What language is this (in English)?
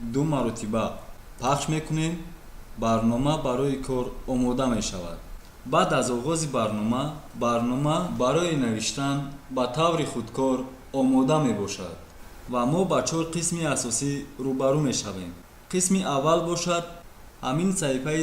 Tajik